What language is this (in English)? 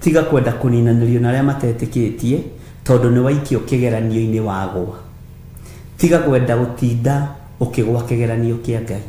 Kikuyu